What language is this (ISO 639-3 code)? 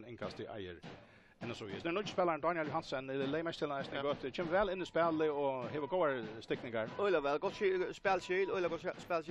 fao